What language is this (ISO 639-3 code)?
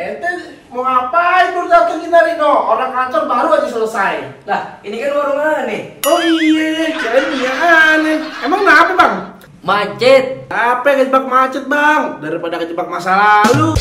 bew